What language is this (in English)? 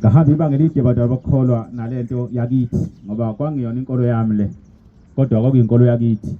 Zulu